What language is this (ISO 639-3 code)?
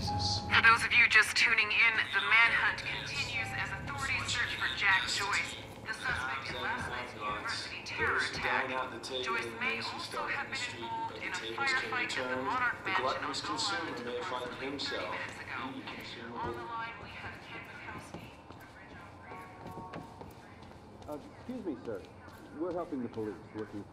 eng